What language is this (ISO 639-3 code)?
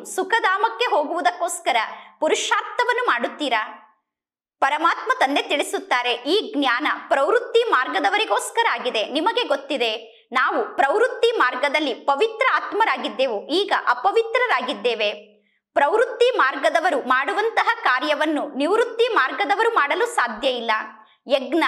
kan